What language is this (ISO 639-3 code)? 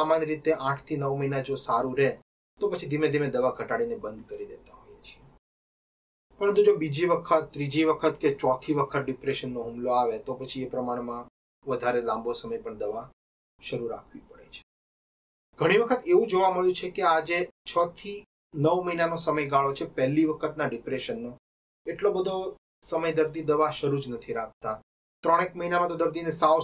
guj